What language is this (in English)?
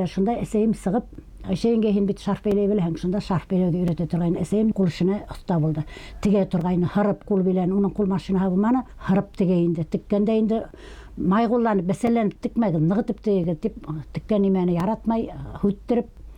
Bashkir